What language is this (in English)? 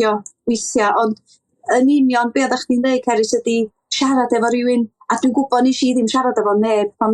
Welsh